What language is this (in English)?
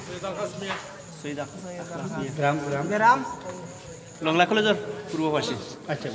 Sylheti